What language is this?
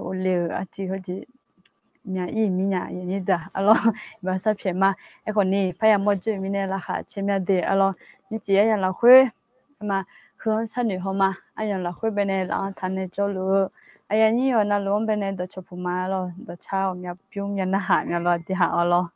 Akha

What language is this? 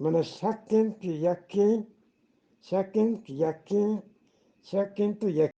Eastern Balochi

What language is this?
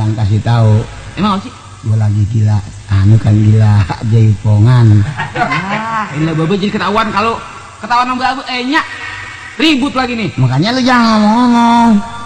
Betawi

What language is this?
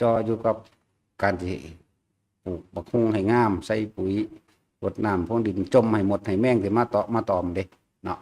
Northeastern Thai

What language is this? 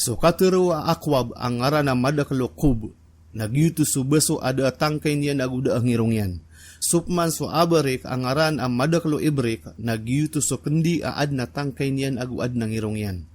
Maranao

